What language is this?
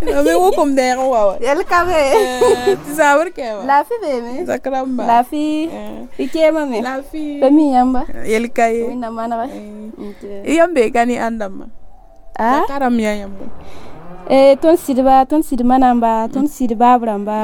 Mossi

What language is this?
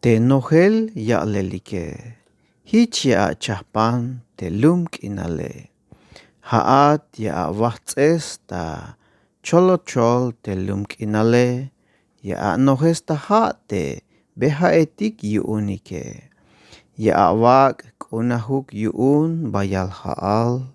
Tzeltal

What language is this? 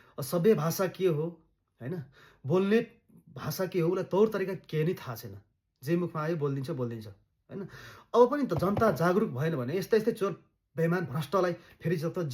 Nepali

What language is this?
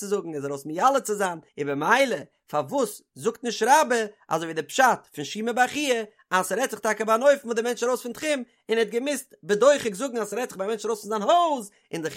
Yiddish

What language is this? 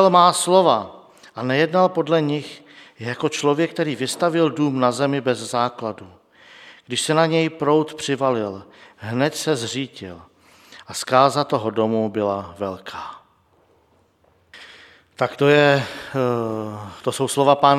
Czech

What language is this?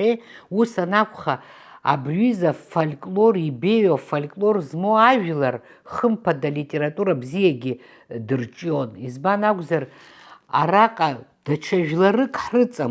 Abkhazian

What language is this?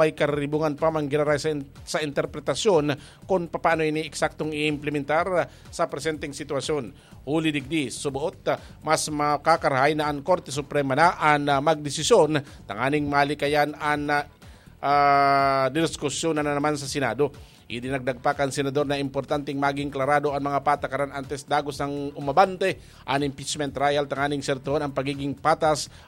Bikol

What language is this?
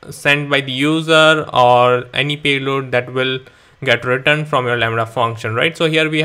English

